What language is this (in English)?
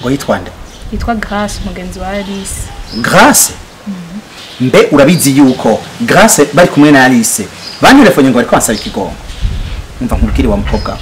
Rundi